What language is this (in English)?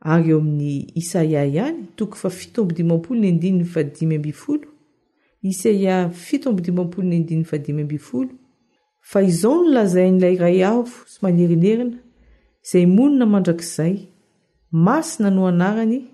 Malagasy